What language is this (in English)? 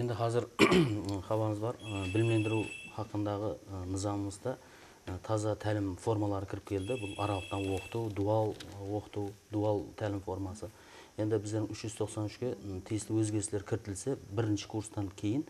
Kara-Kalpak